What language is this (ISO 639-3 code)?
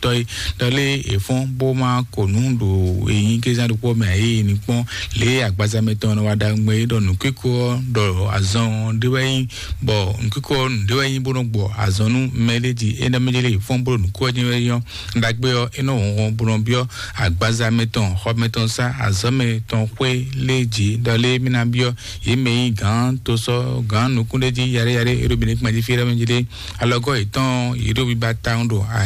fon